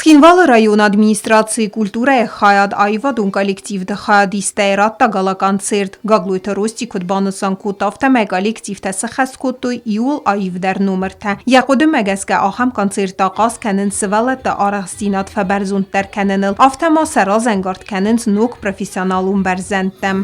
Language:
Ossetic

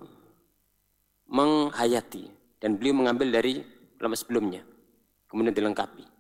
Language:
Indonesian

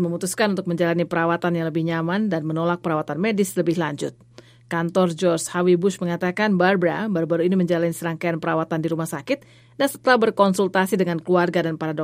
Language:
Indonesian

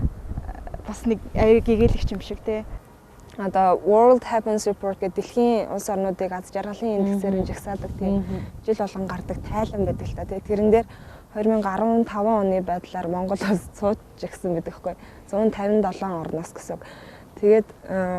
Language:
Mongolian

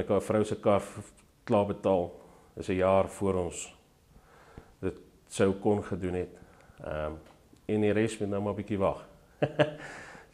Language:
Afrikaans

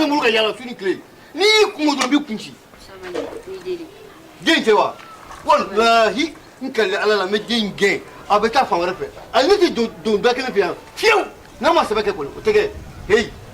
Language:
Bambara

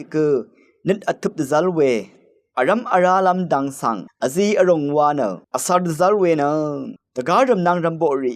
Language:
Rawang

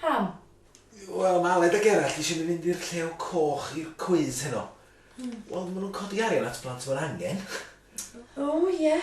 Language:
Welsh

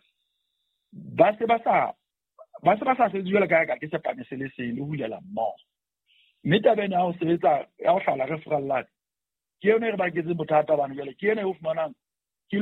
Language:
Southern Sotho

